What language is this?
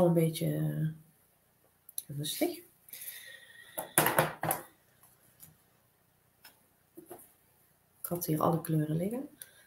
Dutch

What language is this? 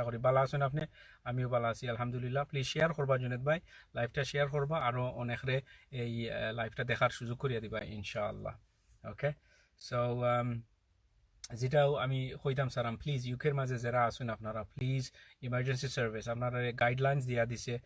Sylheti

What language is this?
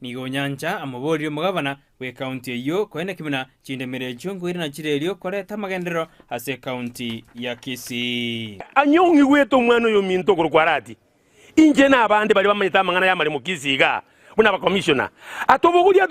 Gusii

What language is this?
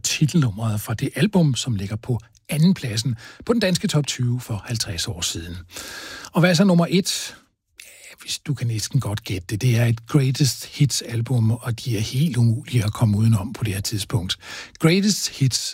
Danish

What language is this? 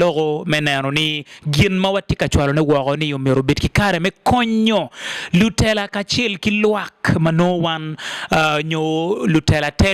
Acoli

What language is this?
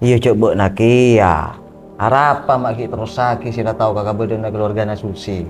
Madurese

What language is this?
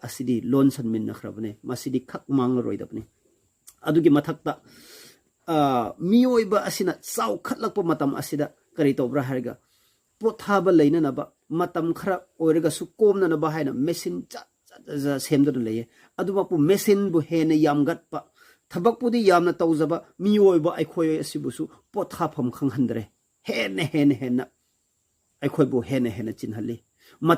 Manipuri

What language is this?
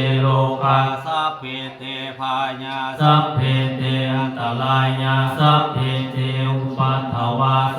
Pali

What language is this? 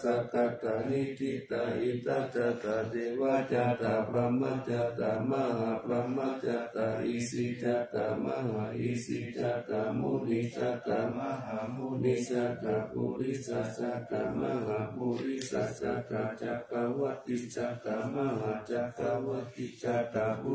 Pali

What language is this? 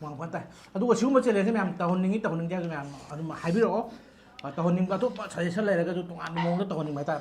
Manipuri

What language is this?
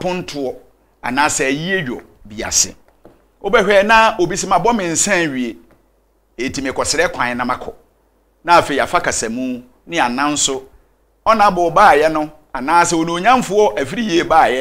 Akan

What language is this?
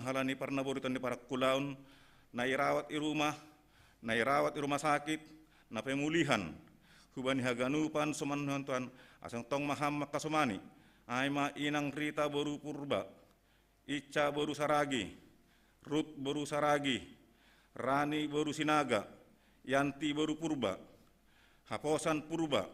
Batak Simalungun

